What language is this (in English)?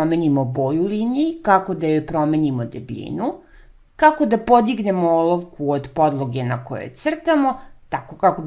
Serbian